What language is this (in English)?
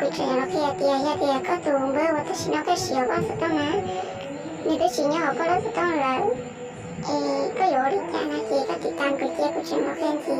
Hmong